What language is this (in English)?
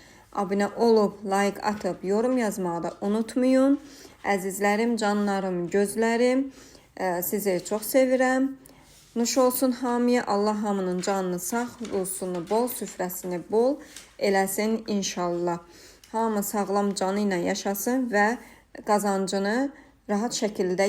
Azerbaijani